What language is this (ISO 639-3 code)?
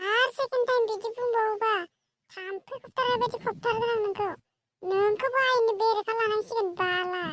brx